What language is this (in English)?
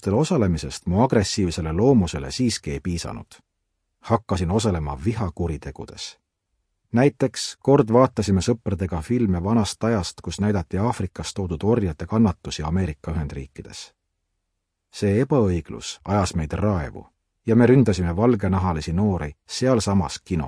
Estonian